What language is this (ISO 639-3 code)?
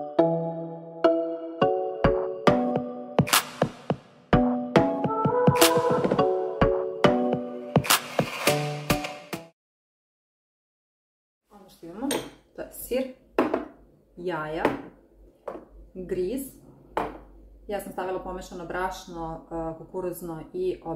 srp